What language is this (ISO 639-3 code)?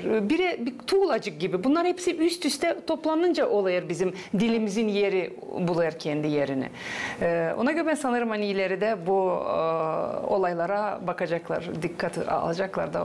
gag